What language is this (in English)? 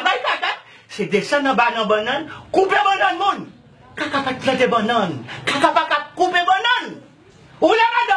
Haitian Creole